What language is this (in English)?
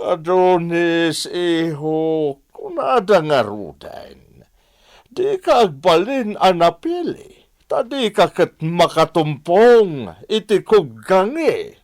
Iloko